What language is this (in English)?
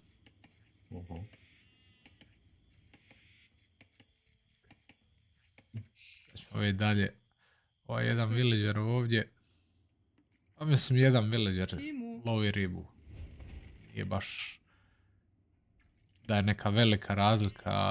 Croatian